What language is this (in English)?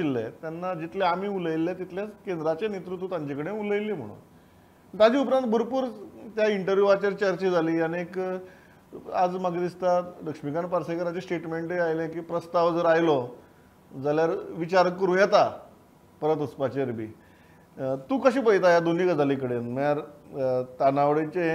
Konkani